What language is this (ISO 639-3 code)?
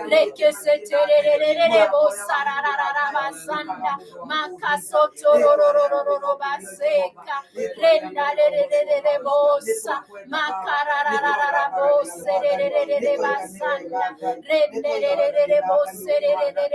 kik